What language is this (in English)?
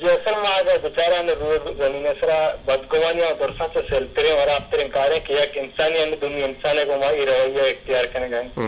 Eastern Balochi